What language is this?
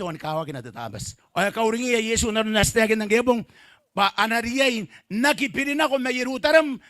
Gilbertese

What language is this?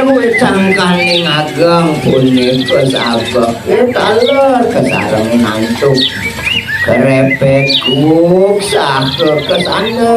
Balinese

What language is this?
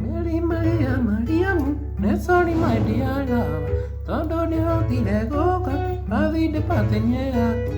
Kikuyu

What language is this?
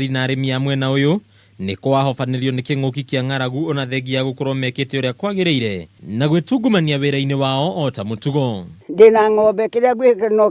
Kikuyu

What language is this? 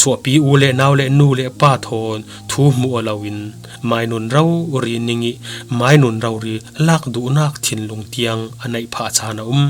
Falam Chin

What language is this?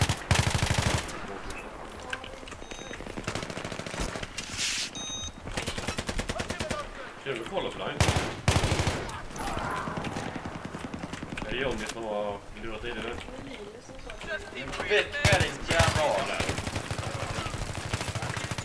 Swedish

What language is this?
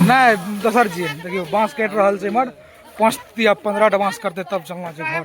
Maithili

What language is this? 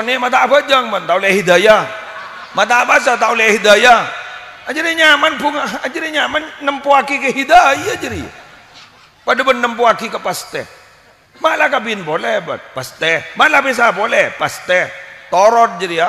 Madurese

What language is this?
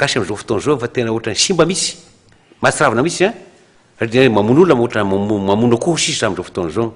Malagasy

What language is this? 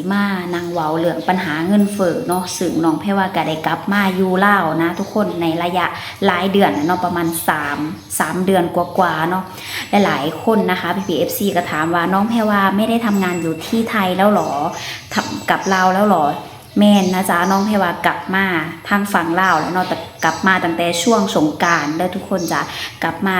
Lao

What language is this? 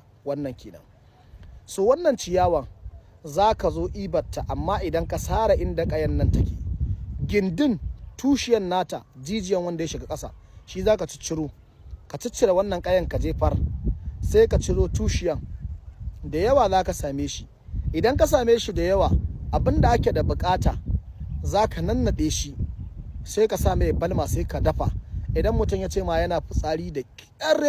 Hausa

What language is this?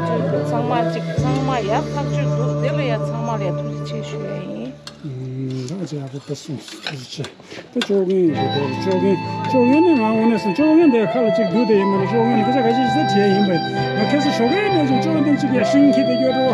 Tibetan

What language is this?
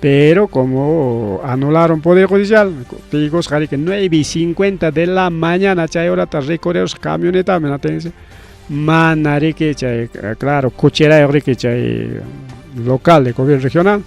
Ayacucho Quechua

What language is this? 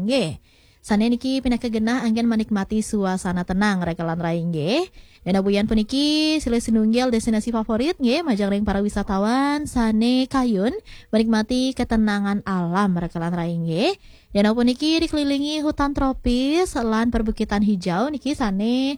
Balinese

